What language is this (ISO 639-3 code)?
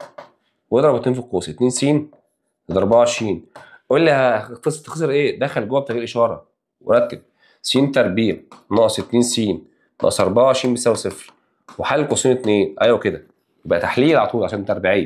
arz